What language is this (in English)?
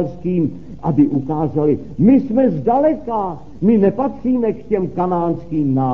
Czech